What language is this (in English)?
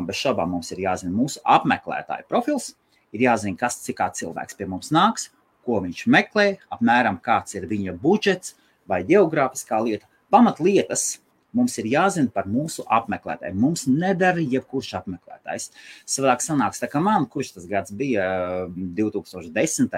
Latvian